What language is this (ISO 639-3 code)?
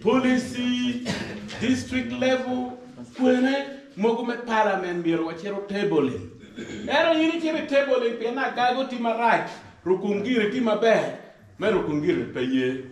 ach